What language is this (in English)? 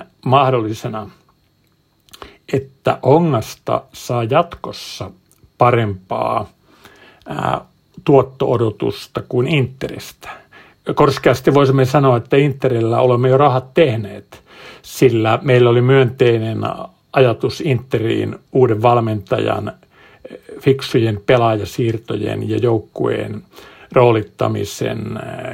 Finnish